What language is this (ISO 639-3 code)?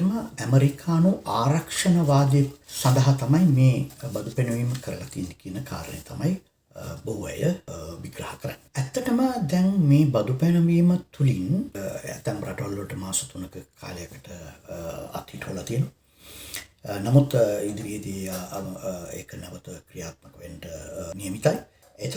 sin